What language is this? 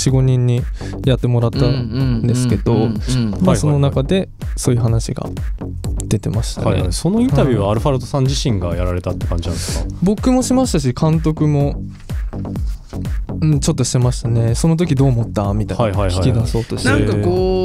Japanese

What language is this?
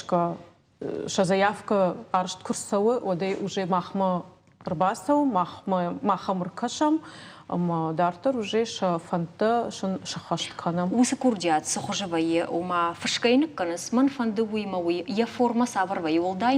Ossetic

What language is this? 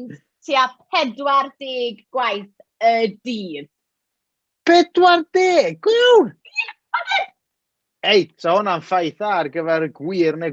Welsh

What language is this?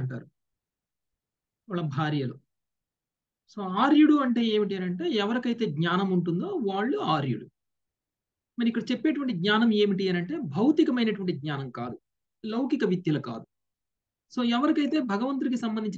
Telugu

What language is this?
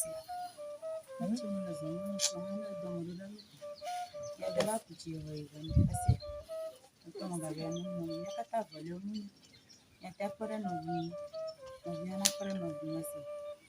Ewe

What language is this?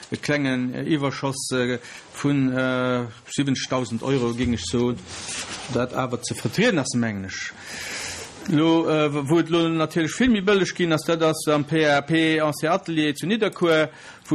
Luxembourgish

